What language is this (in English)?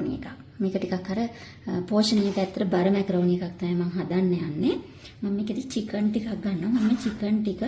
Sinhala